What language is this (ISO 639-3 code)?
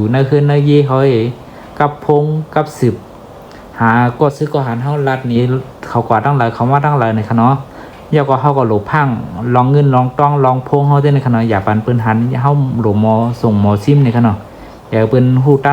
shn